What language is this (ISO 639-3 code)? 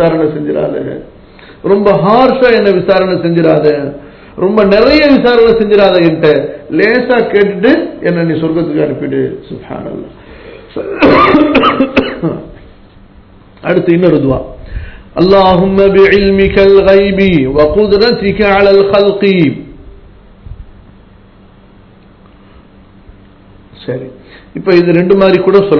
tam